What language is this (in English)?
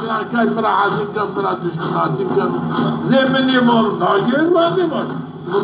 Zaza